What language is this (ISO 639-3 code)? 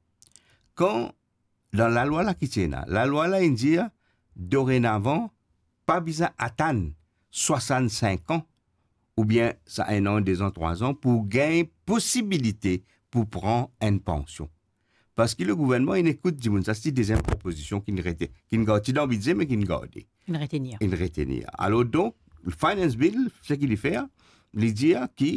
mfe